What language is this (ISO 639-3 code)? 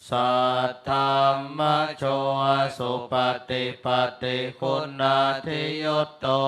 pli